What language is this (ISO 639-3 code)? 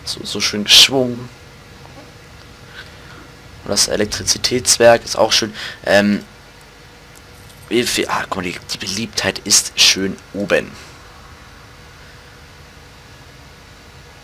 deu